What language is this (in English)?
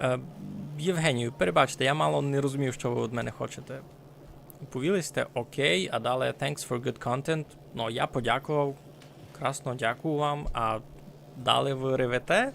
Rusyn